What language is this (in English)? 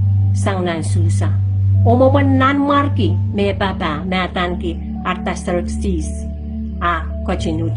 Pohnpeian